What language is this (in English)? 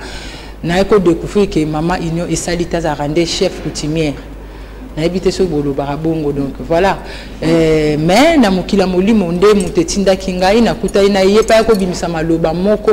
Lingala